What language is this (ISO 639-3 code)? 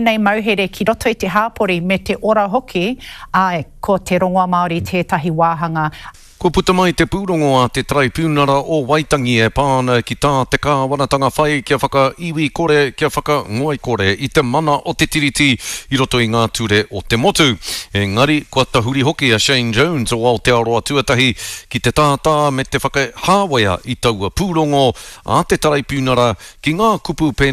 mri